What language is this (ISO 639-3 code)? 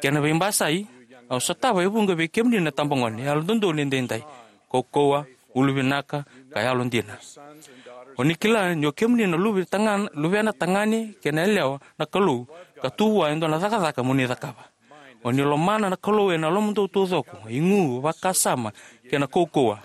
fij